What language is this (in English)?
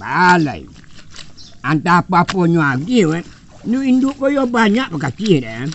Minangkabau